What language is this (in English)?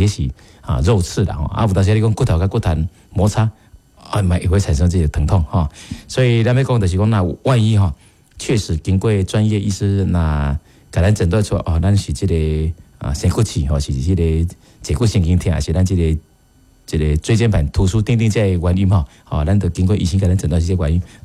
Min Nan Chinese